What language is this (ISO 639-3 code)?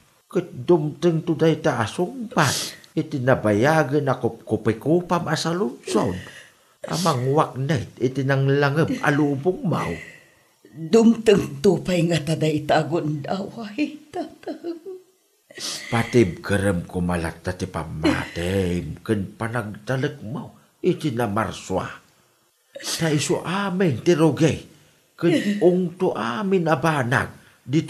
ilo